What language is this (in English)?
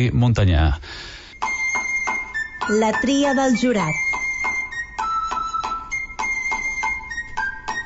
Catalan